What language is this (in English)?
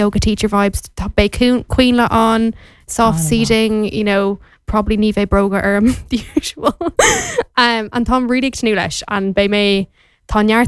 Irish